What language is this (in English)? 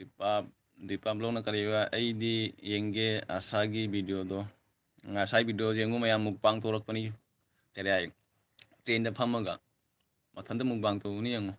Manipuri